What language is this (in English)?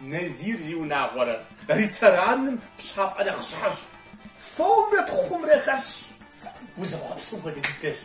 Kabardian